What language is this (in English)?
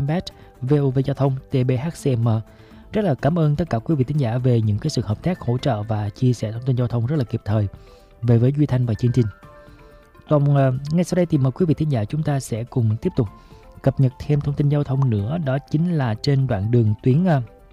Vietnamese